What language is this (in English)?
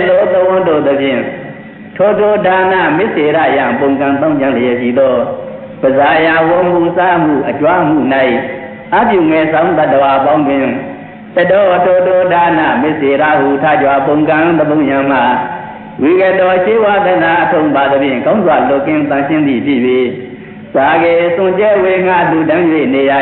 Burmese